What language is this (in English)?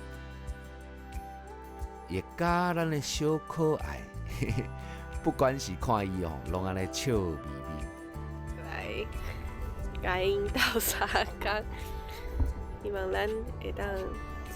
Min Nan Chinese